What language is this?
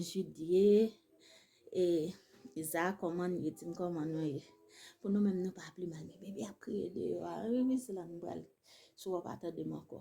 Haitian Creole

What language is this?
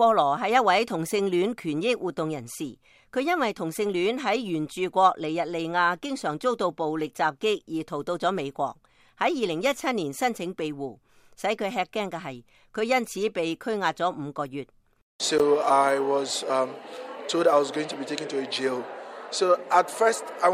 Cantonese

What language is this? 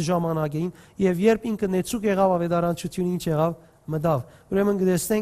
Western Armenian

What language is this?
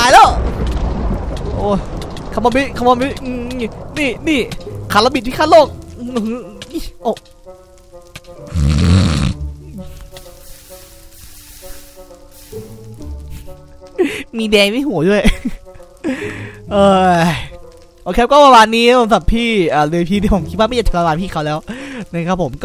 Thai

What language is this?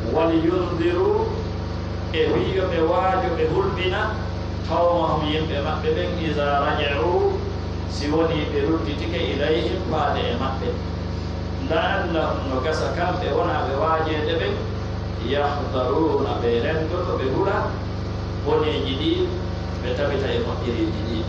Pular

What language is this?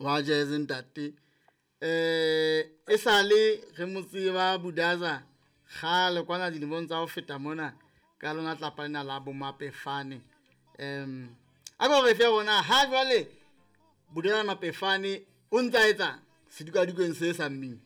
Southern Sotho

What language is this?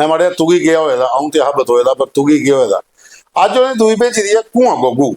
Dogri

